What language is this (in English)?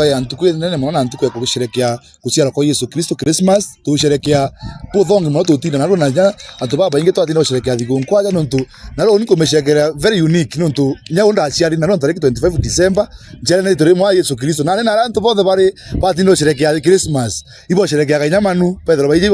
Meru